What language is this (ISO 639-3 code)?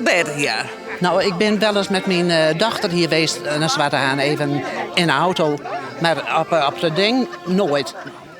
fry